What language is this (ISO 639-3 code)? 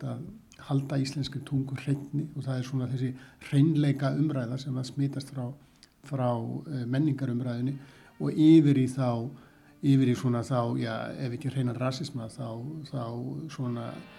isl